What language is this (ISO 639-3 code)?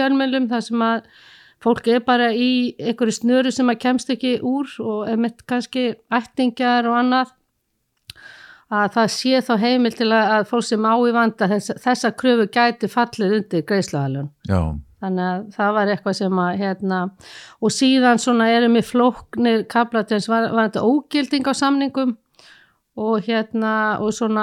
isl